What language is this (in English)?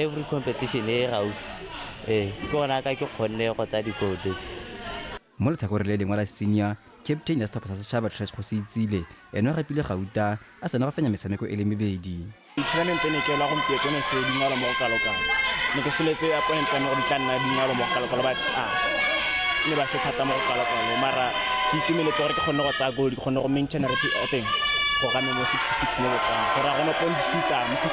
Tswana